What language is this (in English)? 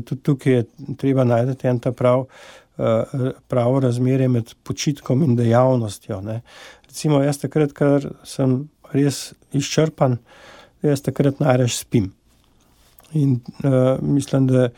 Slovenian